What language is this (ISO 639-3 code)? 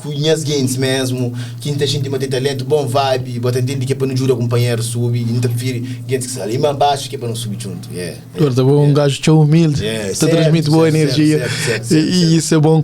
kea